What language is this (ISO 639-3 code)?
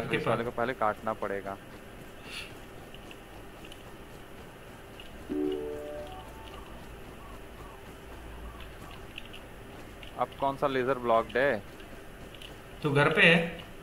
hin